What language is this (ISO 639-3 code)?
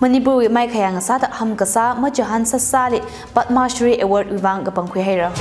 nmf